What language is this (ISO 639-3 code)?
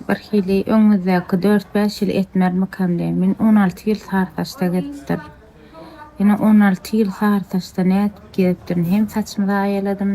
tuk